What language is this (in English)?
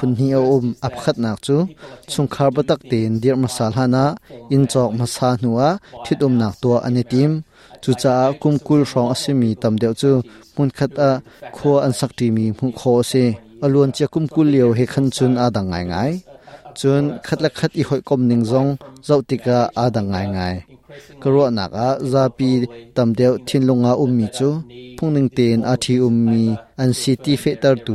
Hakha Chin